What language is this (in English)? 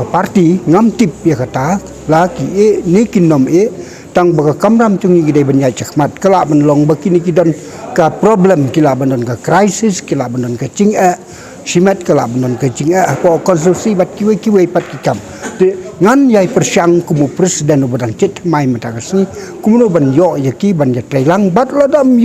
Khasi